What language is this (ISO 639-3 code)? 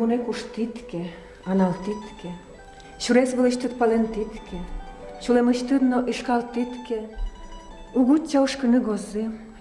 udm